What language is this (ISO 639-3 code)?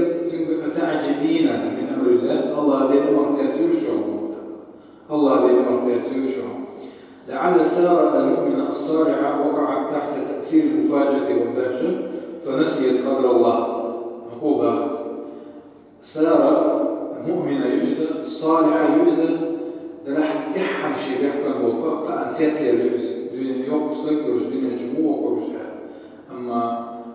che